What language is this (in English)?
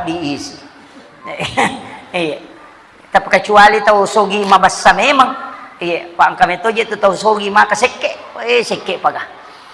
Buginese